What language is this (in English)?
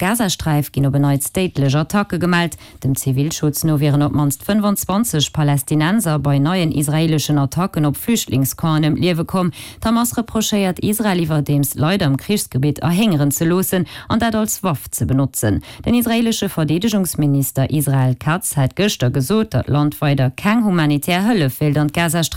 Luxembourgish